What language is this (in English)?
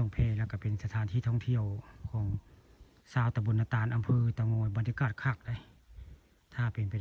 Northeastern Thai